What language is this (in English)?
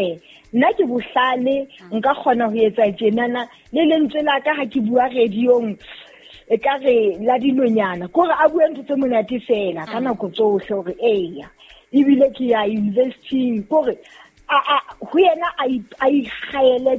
Southern Sotho